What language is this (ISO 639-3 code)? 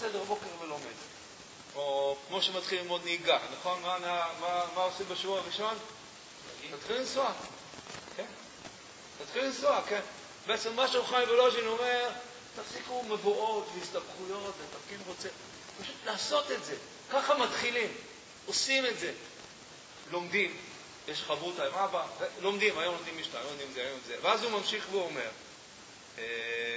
heb